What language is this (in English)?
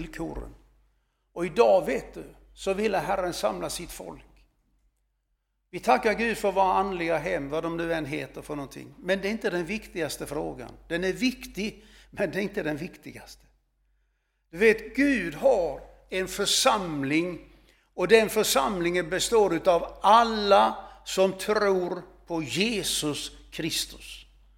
Swedish